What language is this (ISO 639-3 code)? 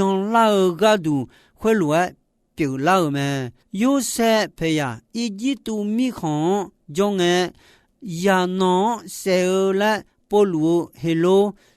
ahk